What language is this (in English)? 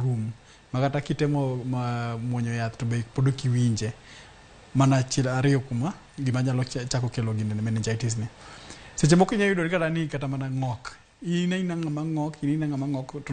Luo (Kenya and Tanzania)